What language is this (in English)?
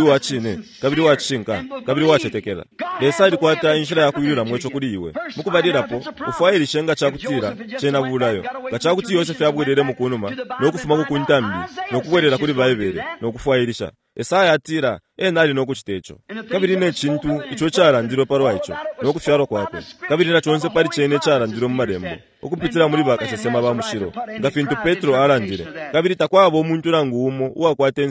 Bemba